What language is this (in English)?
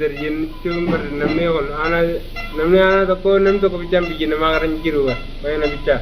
Oromo